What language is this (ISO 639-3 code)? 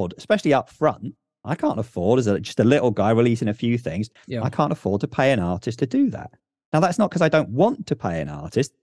eng